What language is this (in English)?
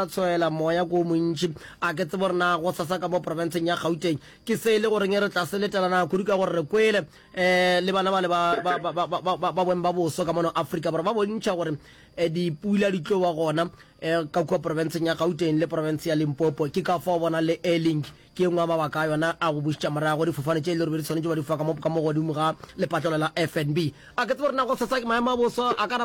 Northern Sotho